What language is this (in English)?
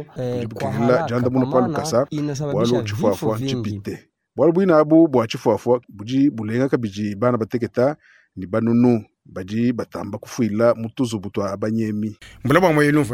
Luba-Lulua